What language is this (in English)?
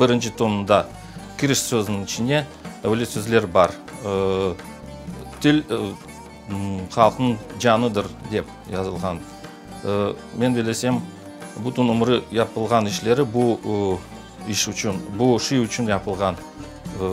Crimean Tatar